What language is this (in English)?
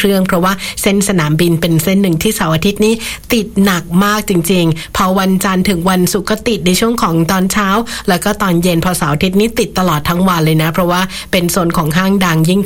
Thai